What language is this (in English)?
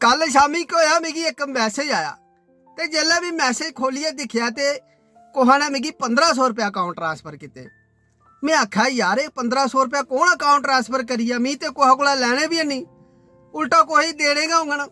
Dogri